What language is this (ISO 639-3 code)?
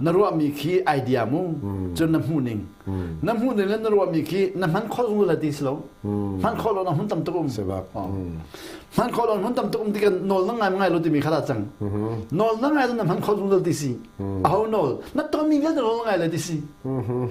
cnh